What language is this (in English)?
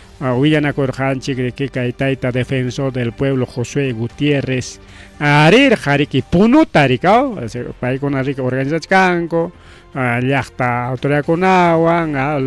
Ayacucho Quechua